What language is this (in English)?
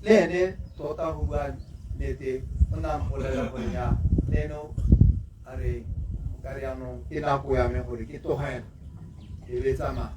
Tswana